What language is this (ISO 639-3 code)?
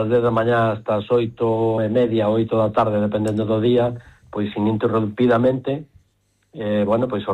glg